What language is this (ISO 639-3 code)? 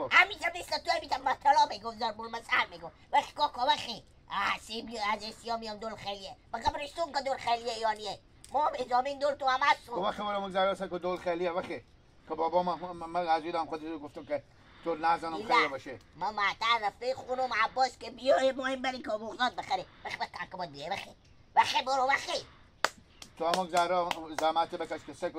haz